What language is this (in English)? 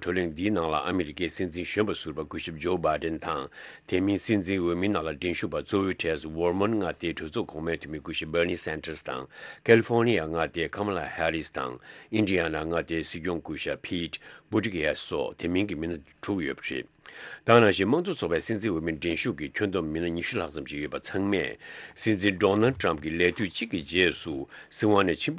Tibetan